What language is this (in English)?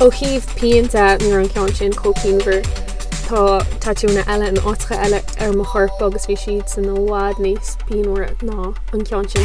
Irish